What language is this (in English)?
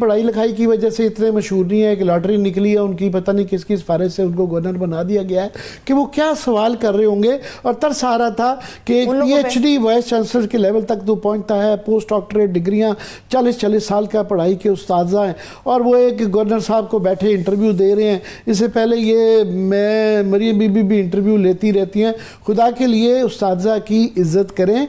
Urdu